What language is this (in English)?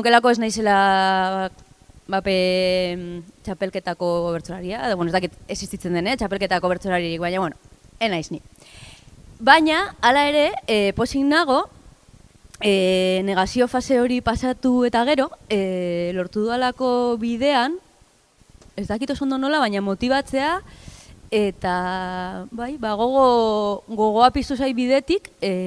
Basque